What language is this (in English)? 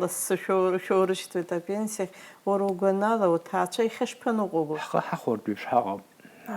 Abkhazian